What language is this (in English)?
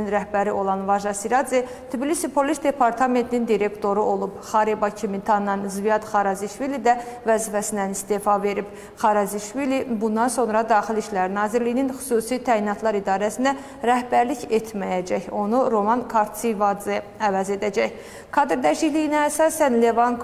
Azerbaijani